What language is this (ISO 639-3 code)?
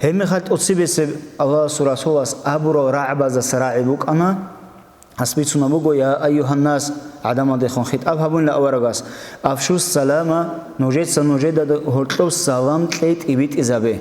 ava